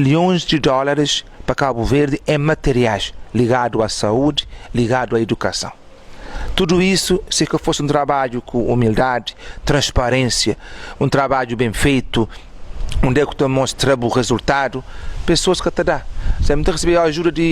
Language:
Kabuverdianu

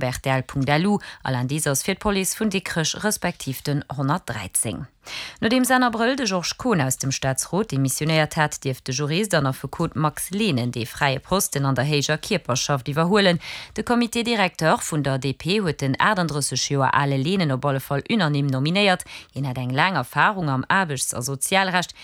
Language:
Luxembourgish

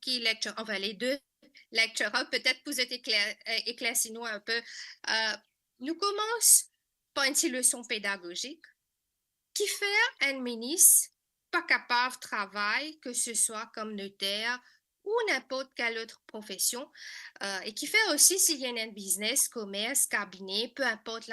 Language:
Morisyen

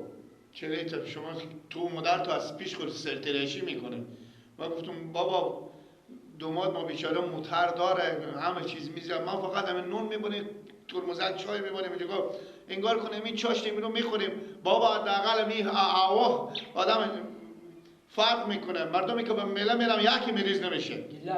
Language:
Persian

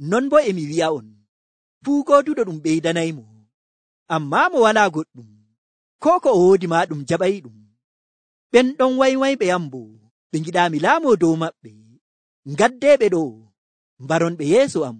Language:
Nigerian Fulfulde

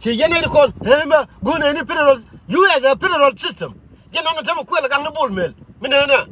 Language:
Nuer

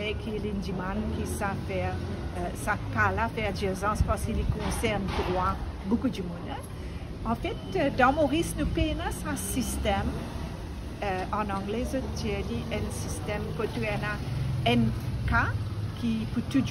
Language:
Morisyen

